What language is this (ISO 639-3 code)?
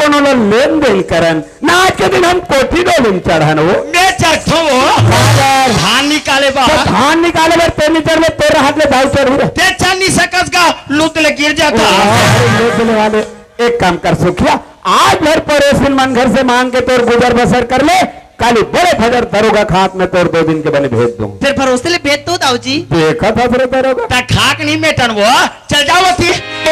hne